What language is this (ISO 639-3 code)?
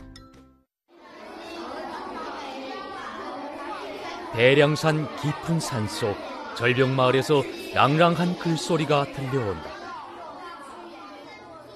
kor